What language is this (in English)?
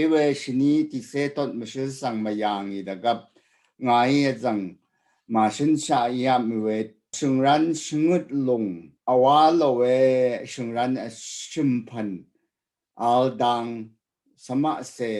Rawang